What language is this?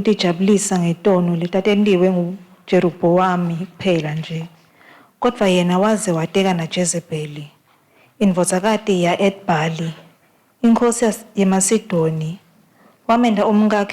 Swati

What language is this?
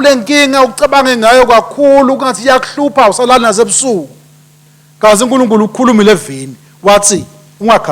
Swati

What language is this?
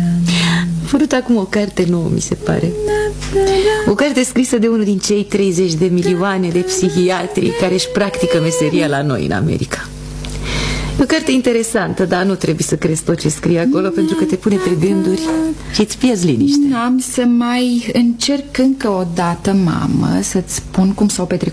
Romanian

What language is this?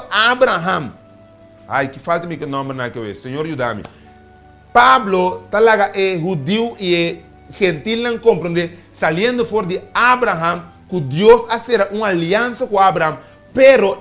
Papiamento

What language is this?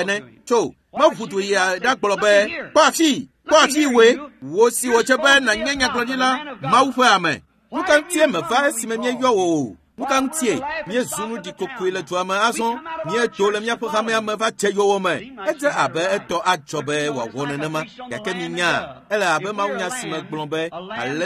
Ewe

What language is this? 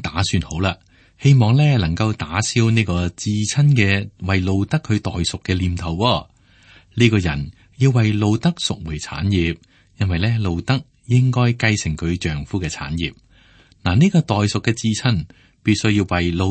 Cantonese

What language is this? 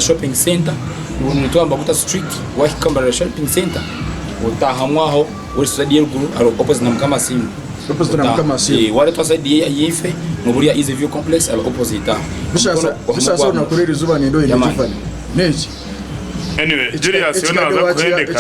Nyankole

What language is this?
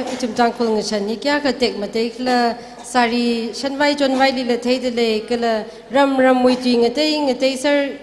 Tangkhul Naga (India)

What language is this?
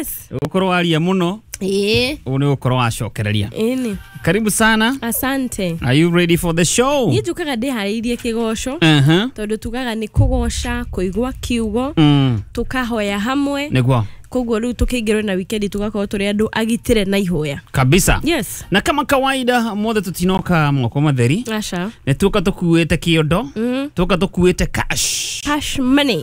Kikuyu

